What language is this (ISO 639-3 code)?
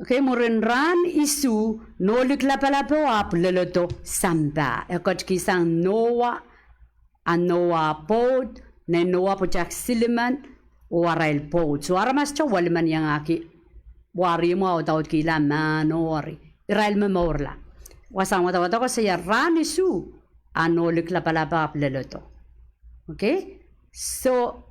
pon